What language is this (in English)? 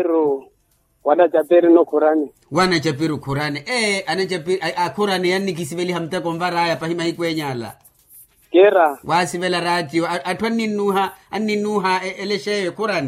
Makhuwa